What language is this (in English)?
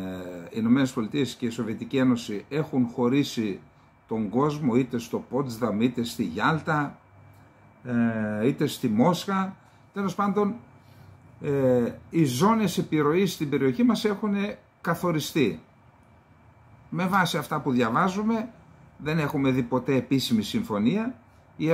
Greek